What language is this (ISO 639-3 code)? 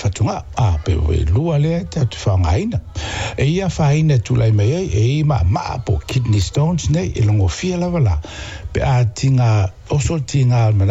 smo